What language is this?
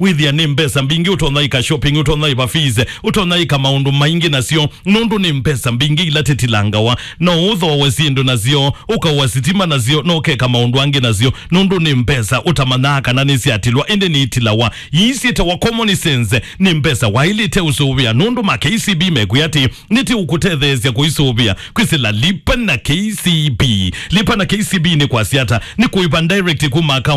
Kamba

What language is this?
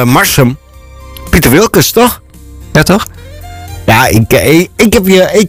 Dutch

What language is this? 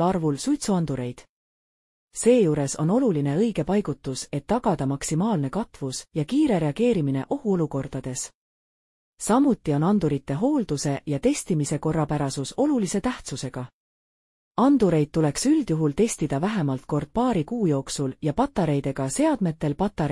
Estonian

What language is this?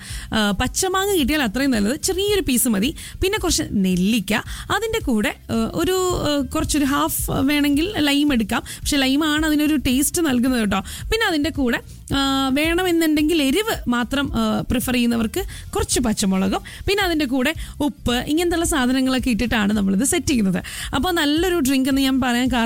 Malayalam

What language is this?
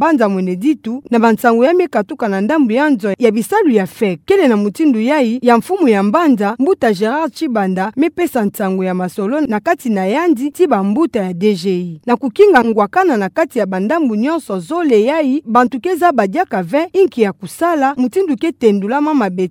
Kituba (Democratic Republic of Congo)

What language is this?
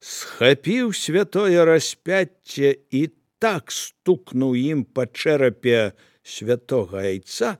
Belarusian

